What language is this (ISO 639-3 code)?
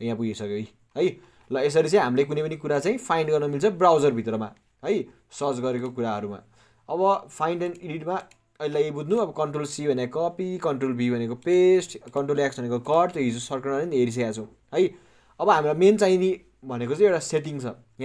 nep